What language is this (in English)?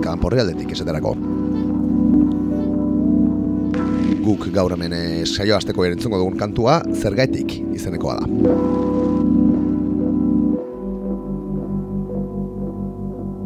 Basque